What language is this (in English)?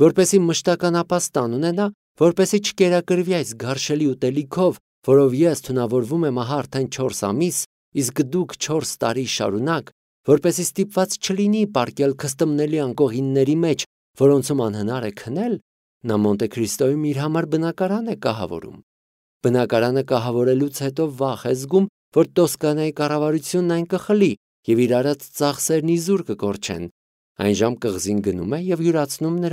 Armenian